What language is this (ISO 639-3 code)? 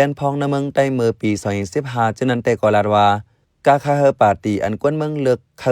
shn